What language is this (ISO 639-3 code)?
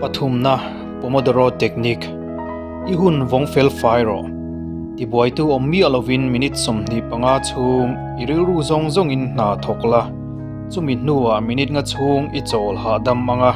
lus